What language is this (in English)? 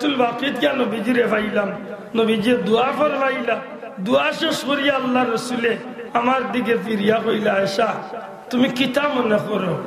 Sylheti